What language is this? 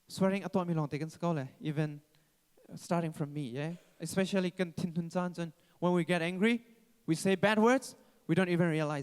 Hakha Chin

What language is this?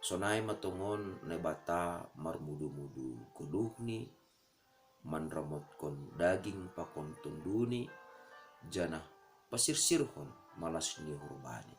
Batak Simalungun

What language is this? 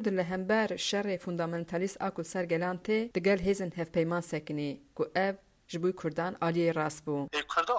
Kurdish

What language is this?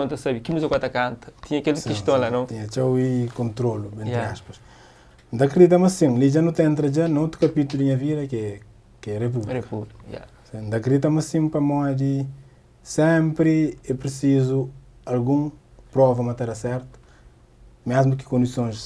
Kabuverdianu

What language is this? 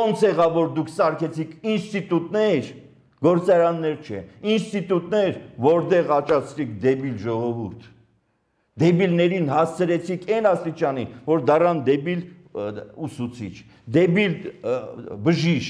Armenian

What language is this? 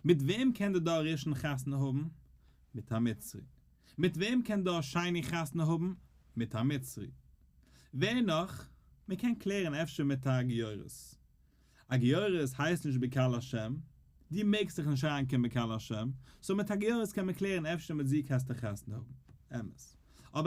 Yiddish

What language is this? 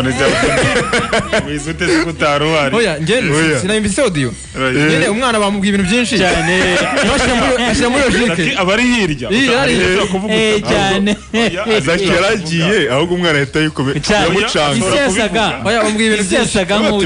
Kinyarwanda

